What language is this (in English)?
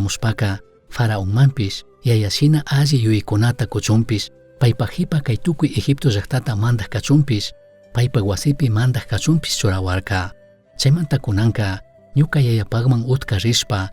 Chimborazo Highland Quichua